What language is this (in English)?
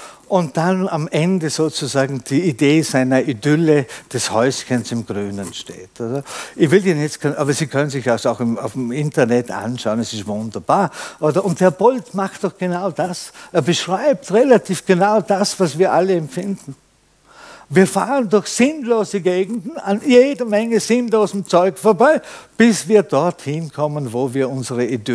German